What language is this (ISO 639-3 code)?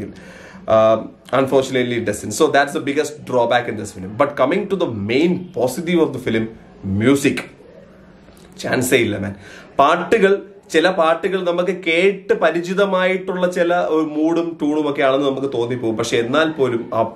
mal